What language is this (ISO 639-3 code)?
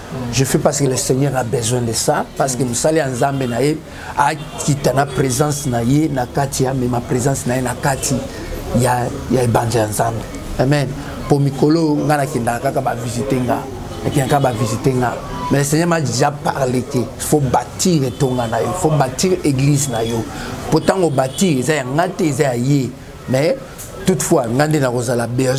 lin